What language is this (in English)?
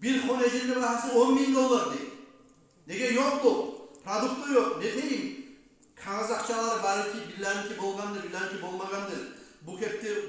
Kumyk